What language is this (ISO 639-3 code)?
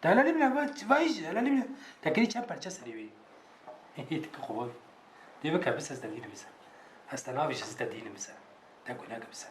kur